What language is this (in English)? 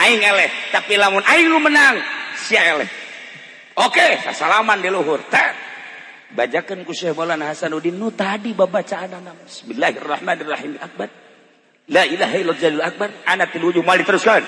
Sundanese